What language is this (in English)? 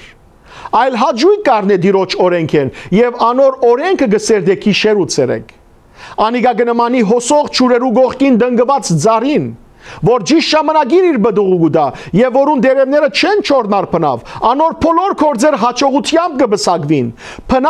Western Armenian